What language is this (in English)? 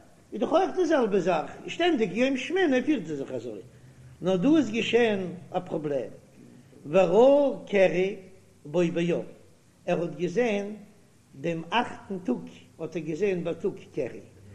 Yiddish